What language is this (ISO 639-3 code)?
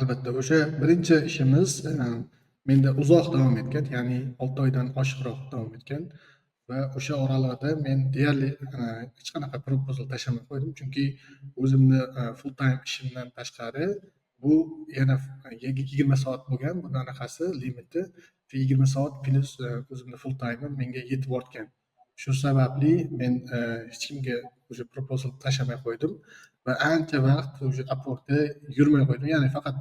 uzb